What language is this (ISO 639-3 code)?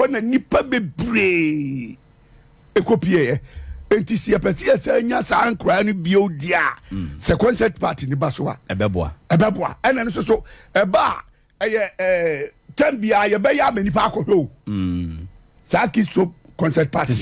aka